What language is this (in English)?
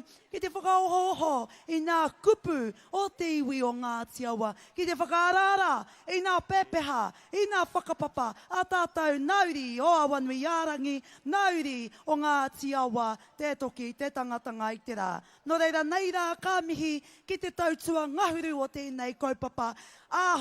Māori